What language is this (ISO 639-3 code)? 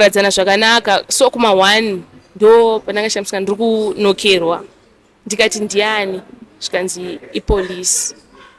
sna